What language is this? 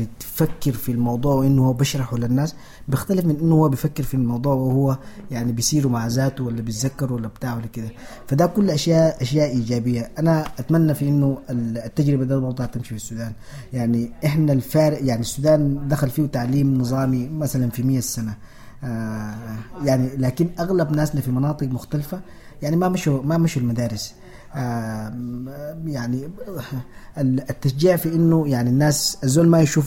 Sudanese Arabic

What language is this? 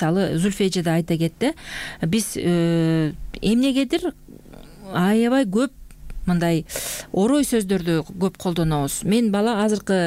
Kyrgyz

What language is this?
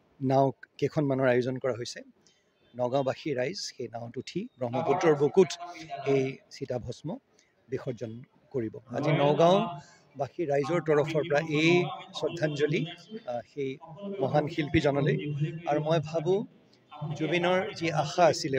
Assamese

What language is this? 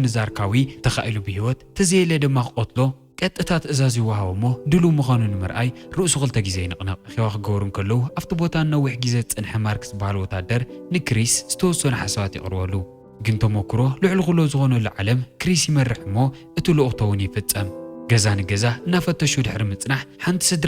Tigrinya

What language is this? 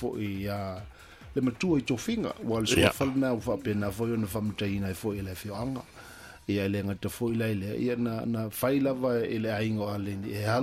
Samoan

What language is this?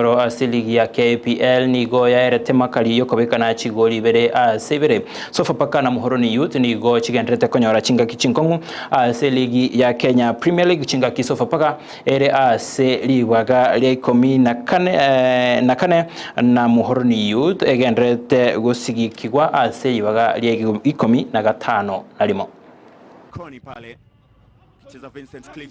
Gusii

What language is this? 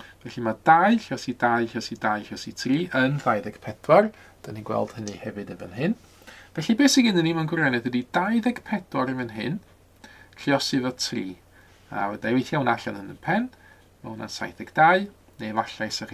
Welsh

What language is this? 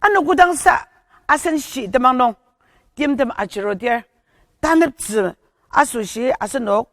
Ao Naga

